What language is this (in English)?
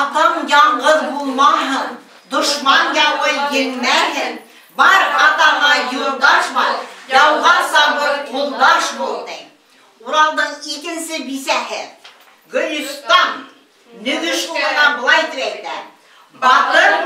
Bashkir